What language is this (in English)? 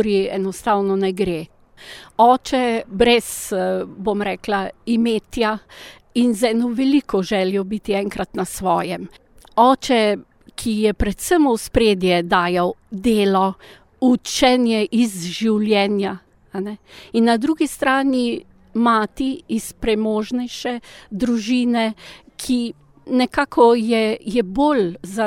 Slovenian